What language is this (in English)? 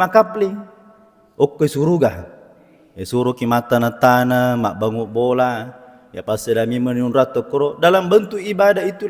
Buginese